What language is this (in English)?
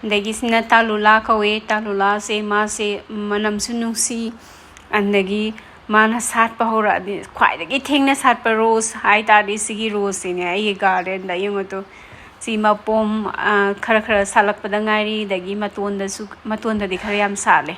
Manipuri